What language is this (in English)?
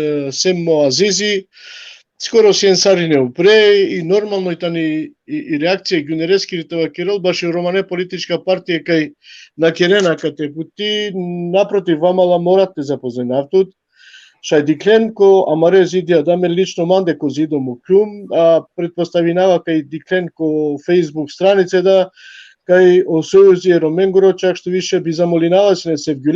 Balkan Romani